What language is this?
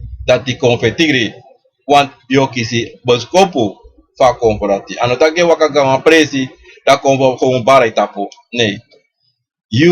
Sranan Tongo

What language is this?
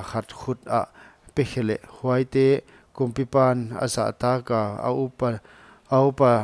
Paite Chin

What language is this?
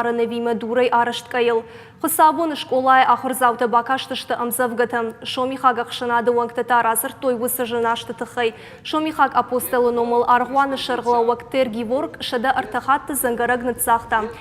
Ossetic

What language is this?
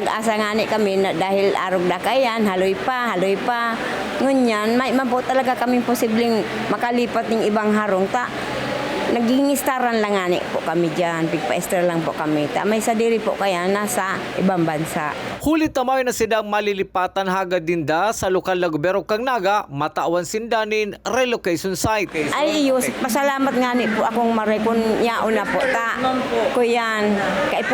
Bikol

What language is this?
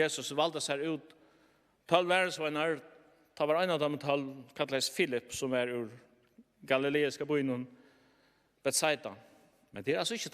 Faroese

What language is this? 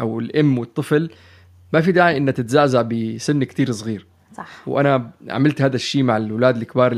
North Levantine Arabic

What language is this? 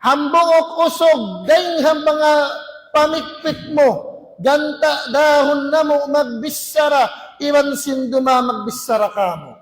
Tausug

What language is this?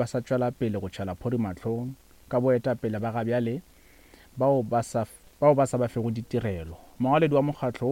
Northern Sotho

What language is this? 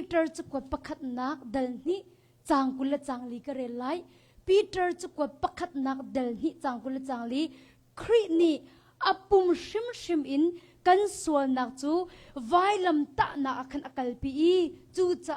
Hakha Chin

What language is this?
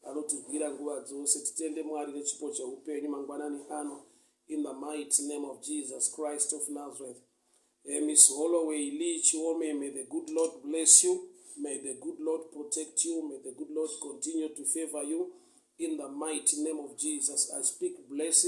Shona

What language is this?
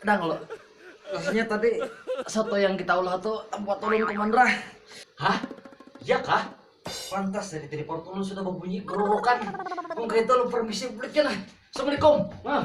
Banjar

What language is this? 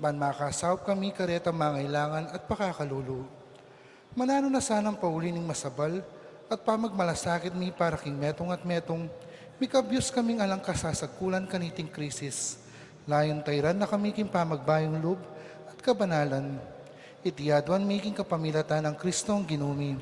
Pampanga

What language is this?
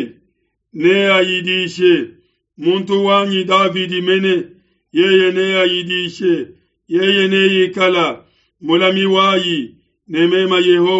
Luba-Lulua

